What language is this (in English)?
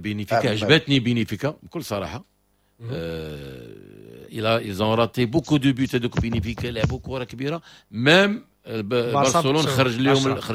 Moroccan Arabic